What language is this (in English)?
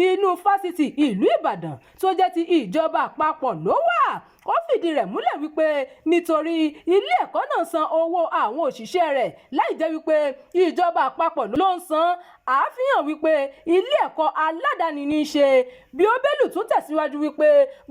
Yoruba